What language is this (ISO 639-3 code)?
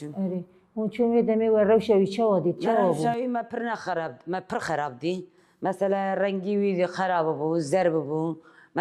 kur